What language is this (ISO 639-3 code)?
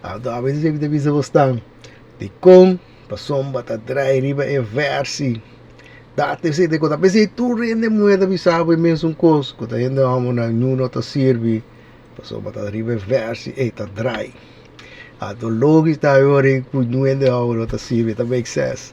pap